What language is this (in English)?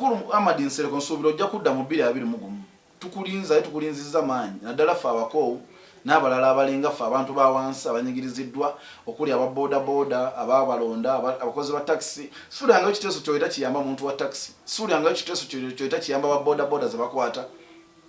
Ganda